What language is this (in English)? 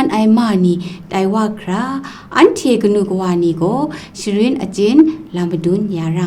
Kachin